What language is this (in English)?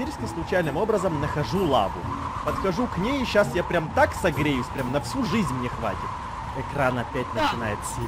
Russian